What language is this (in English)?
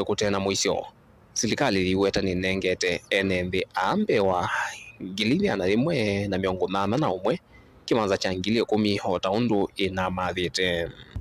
Kamba